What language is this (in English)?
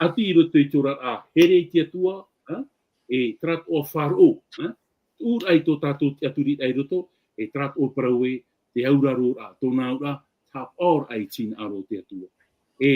Tahitian